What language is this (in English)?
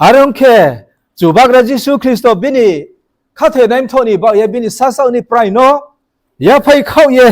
Riang (India)